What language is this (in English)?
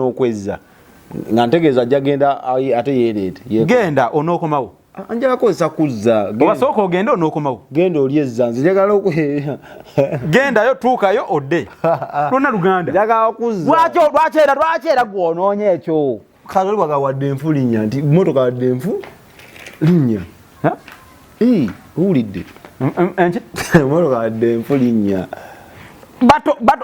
Ganda